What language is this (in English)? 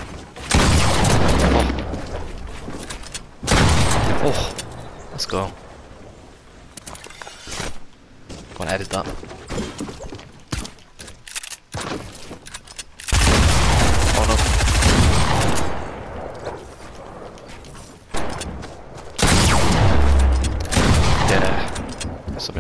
English